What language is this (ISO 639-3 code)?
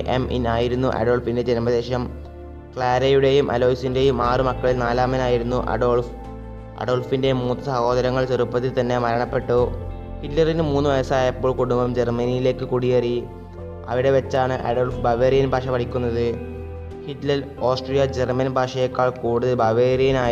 mal